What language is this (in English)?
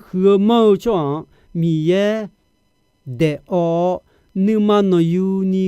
Akha